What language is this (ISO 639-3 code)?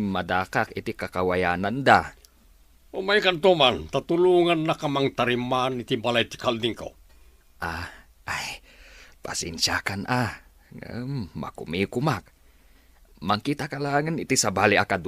ilo